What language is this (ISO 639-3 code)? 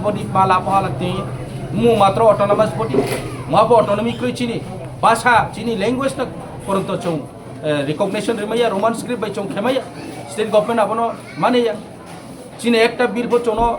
trp